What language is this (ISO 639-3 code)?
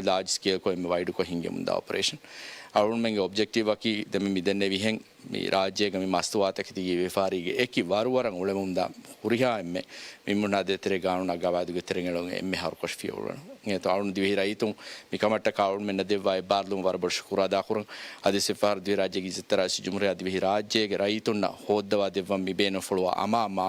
div